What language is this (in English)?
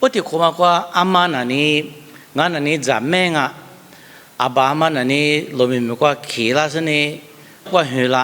Lisu